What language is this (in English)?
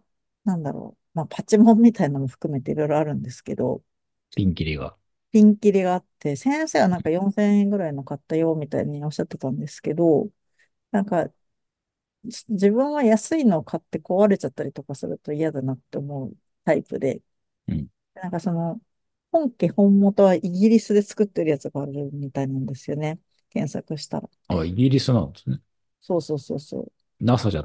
Japanese